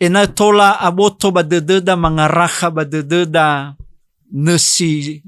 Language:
Nias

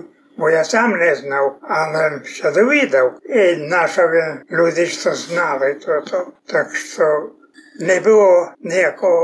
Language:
Rusyn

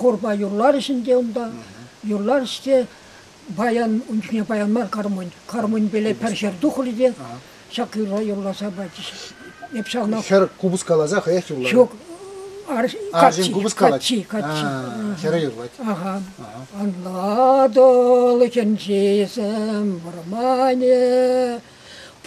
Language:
Chuvash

